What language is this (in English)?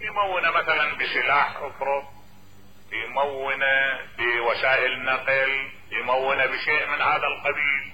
Mesopotamian Arabic